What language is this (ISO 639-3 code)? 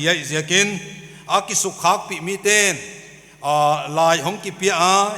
pck